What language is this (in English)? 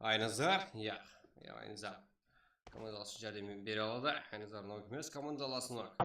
Kara-Kalpak